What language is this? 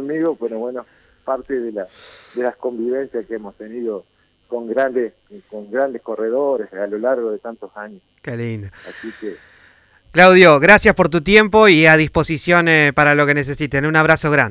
Spanish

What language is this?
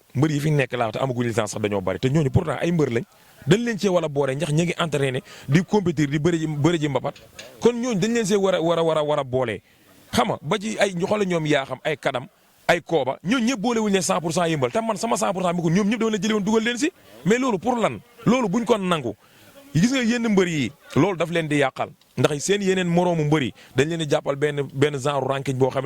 Wolof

